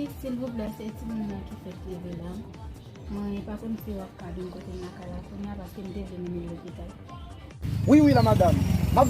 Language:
Haitian Creole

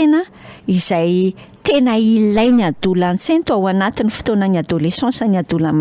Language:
Malagasy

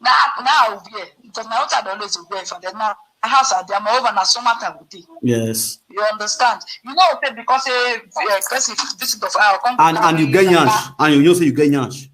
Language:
Nigerian Pidgin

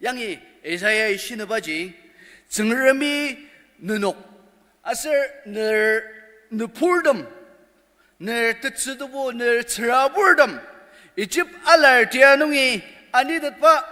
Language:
Ao Naga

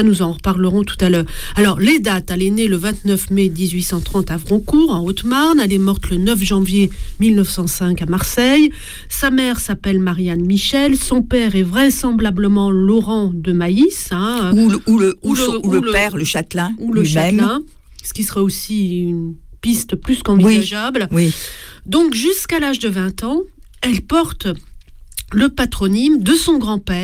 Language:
French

